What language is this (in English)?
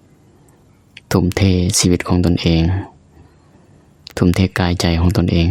Lao